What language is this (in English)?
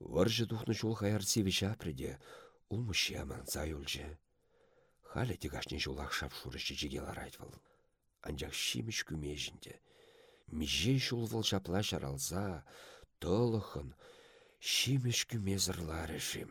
Chuvash